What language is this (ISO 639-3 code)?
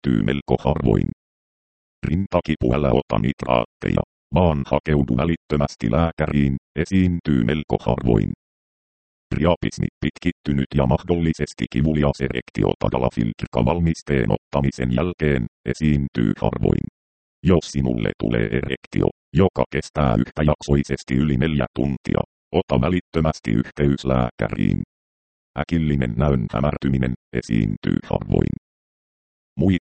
fin